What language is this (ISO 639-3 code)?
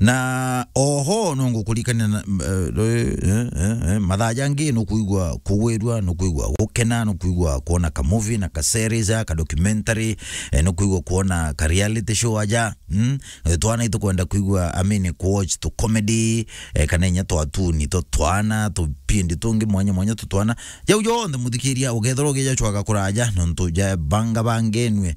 mer